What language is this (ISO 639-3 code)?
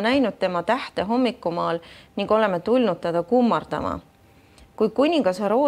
est